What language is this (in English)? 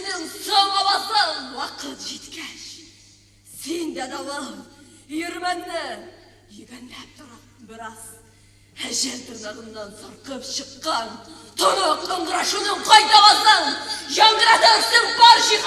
Tatar